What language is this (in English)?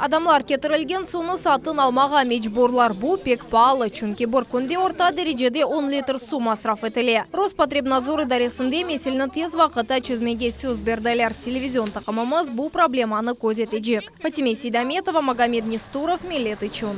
Crimean Tatar